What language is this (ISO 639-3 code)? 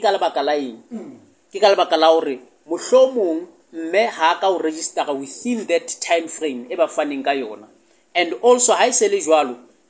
sot